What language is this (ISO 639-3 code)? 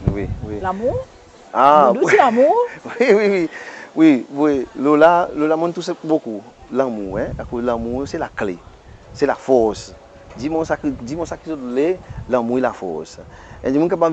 crs